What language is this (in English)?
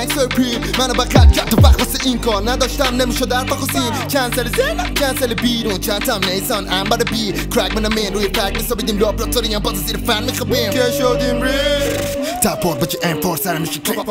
Persian